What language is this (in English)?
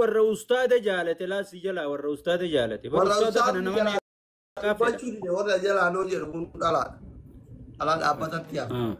Oromo